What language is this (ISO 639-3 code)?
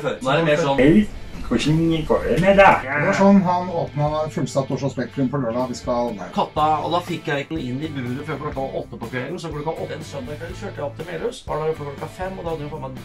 nor